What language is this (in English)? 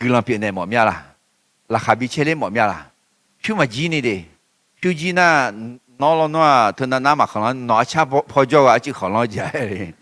Akha